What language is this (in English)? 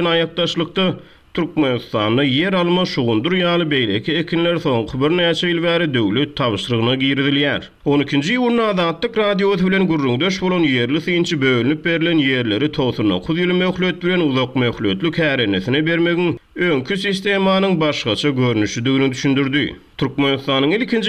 Turkmen